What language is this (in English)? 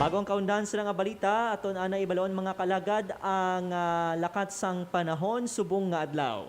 Hiligaynon